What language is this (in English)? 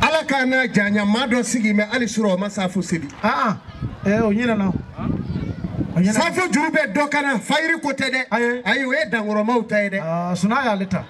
Bambara